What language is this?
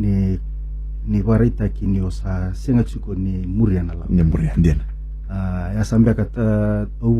Fijian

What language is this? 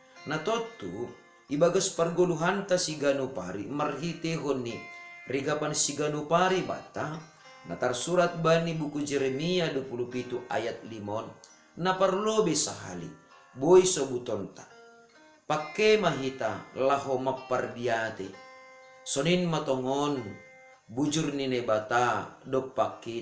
Batak Simalungun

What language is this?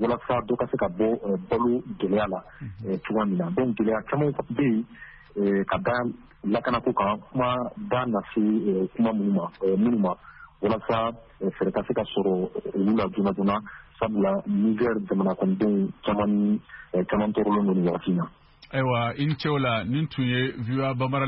Bambara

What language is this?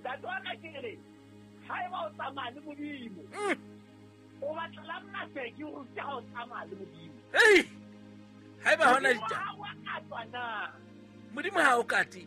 Southern Sotho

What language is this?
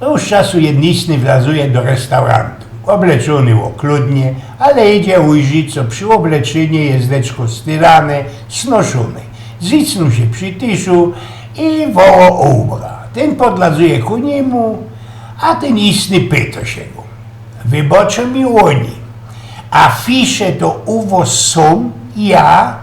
Silesian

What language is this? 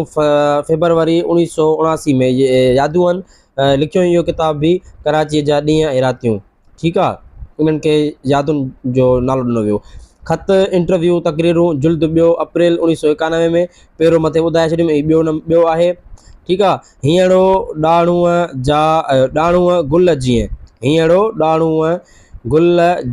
Sindhi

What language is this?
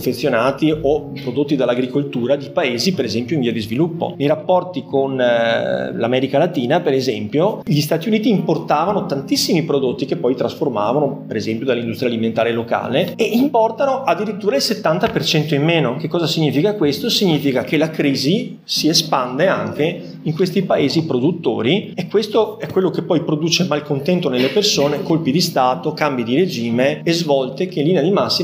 Italian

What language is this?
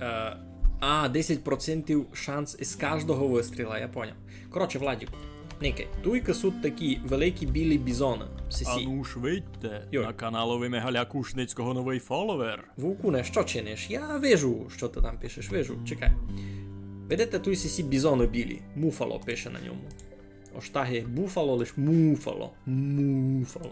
Rusyn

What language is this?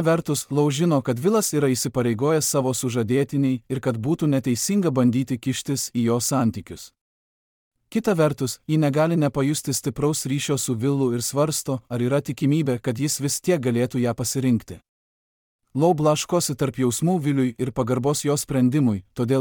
Lithuanian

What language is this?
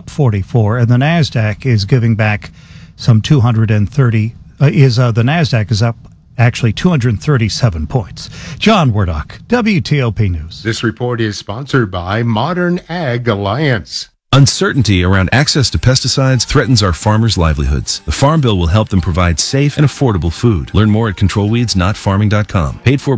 English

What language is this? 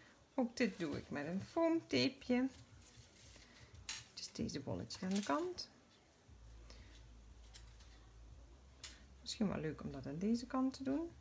Dutch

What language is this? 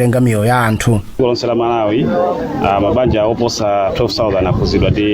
Nyanja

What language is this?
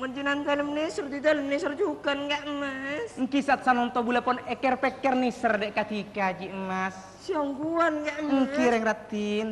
Madurese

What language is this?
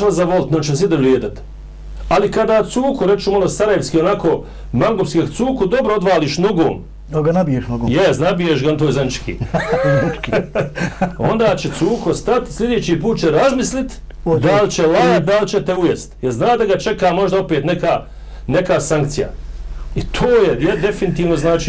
Bosnian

